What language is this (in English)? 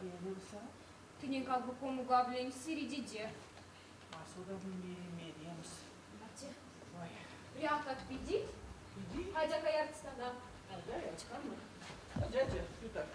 Erzya